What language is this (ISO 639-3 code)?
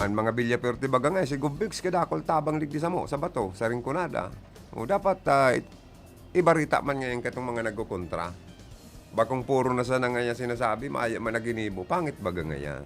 bik